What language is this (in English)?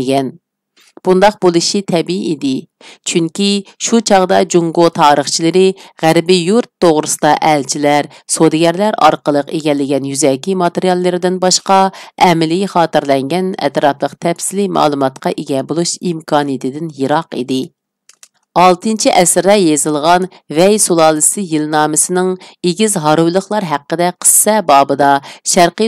Uyghur